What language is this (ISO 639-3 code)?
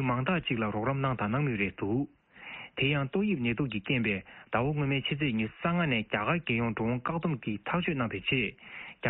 bod